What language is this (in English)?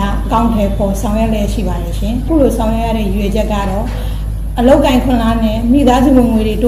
Burmese